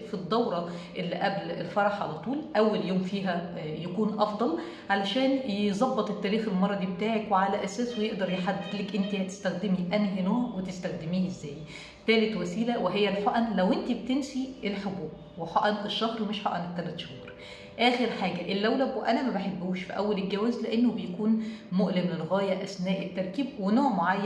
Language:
Egyptian Arabic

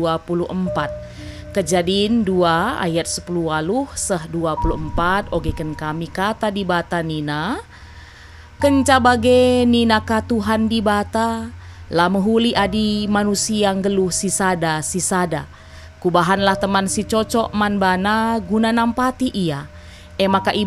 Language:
Batak Karo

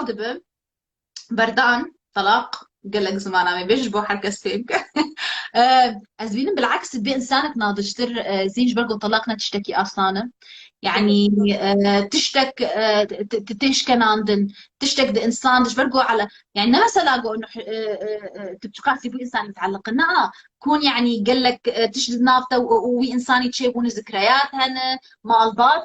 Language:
Kurdish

